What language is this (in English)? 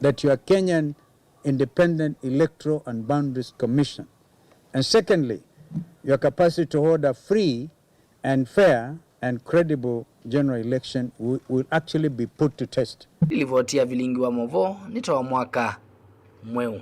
Kamba